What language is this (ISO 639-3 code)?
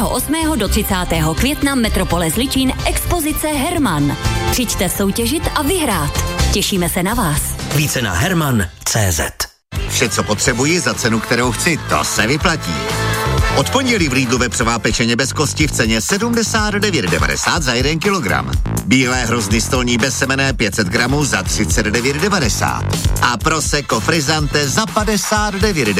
ces